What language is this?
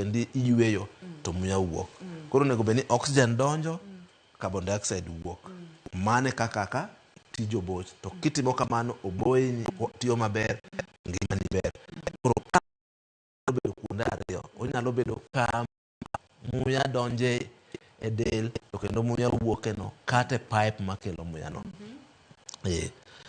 Luo (Kenya and Tanzania)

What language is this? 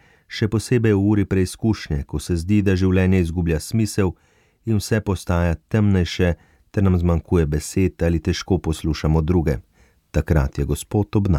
Slovenian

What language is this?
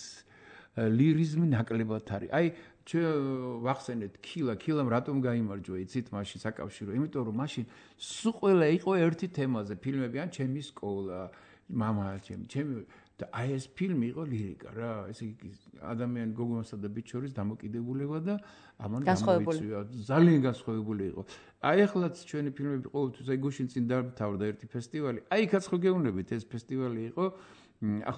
Georgian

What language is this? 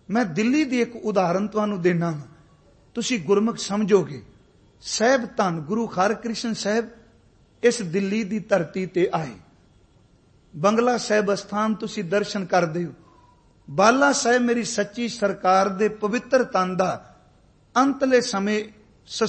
Punjabi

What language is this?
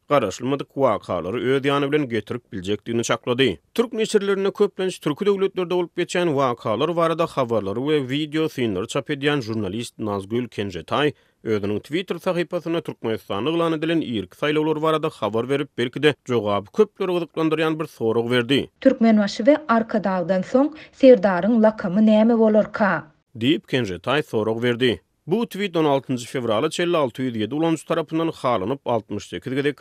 Turkmen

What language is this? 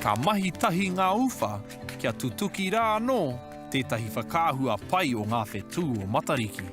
Māori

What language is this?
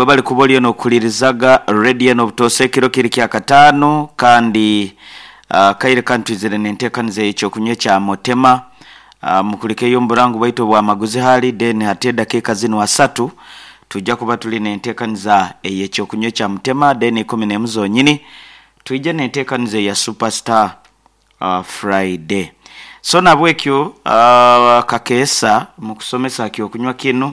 Nyankole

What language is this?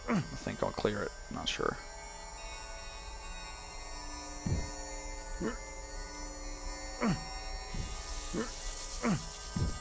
English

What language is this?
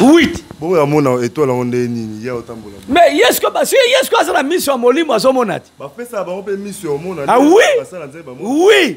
Lingala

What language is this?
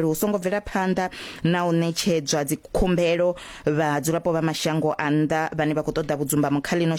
Venda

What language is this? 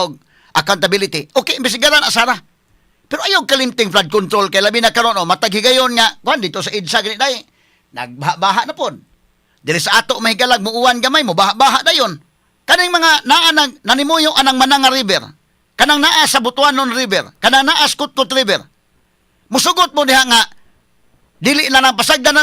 Cebuano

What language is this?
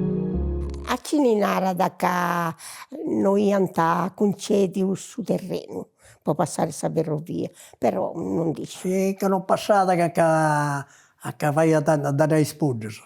Sardinian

